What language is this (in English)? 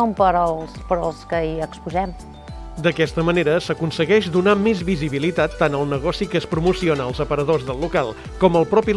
Catalan